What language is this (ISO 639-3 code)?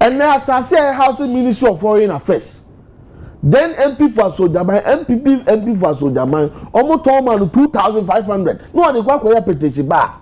aka